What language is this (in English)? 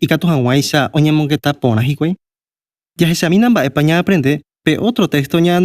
Guarani